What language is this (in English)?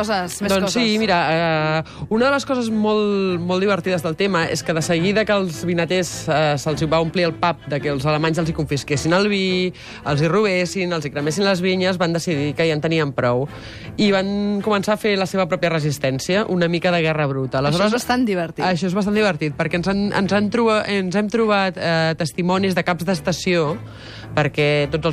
Catalan